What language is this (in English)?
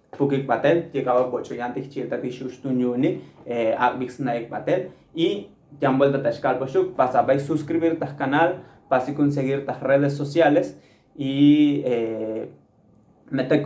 Tzotzil